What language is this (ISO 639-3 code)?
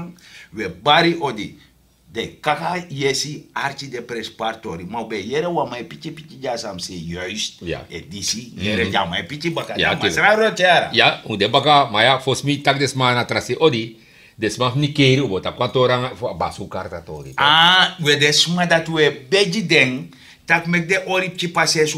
srn